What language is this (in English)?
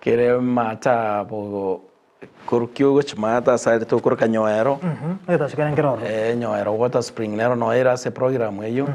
Gusii